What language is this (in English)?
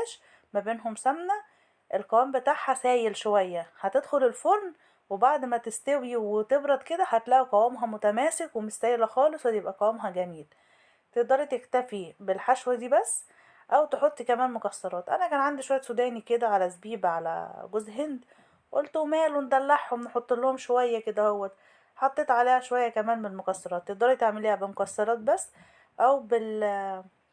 Egyptian Arabic